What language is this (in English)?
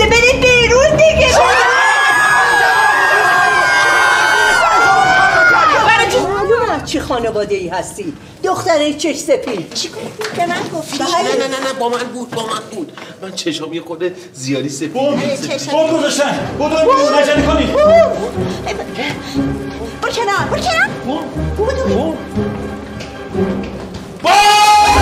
Persian